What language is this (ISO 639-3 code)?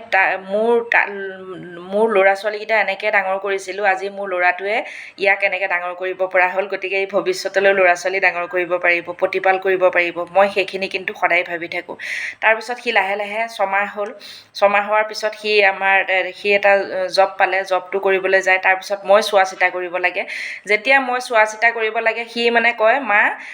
asm